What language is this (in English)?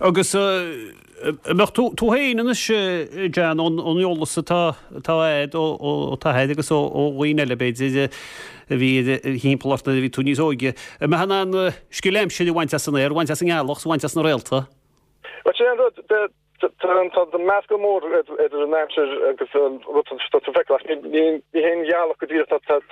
Irish